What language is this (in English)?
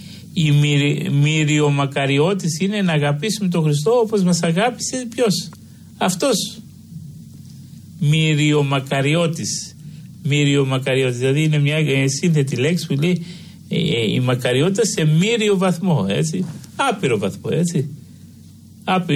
Greek